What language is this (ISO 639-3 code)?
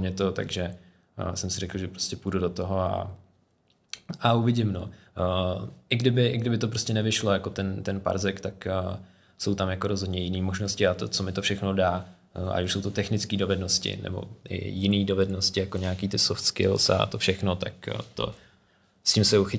ces